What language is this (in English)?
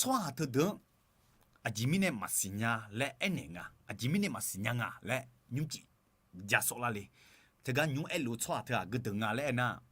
Akha